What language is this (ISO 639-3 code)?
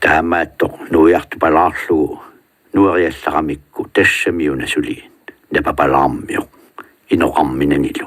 kal